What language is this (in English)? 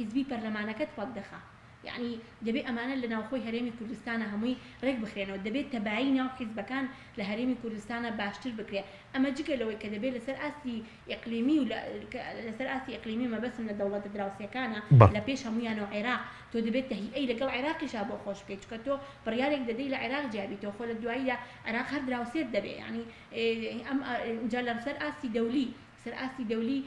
Central Kurdish